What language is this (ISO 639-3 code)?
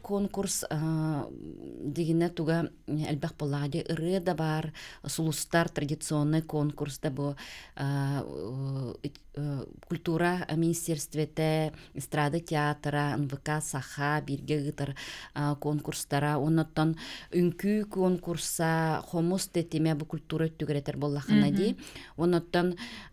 sah